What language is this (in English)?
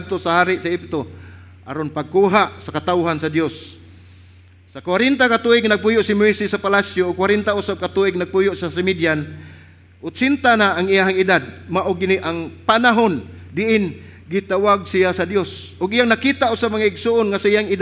Cebuano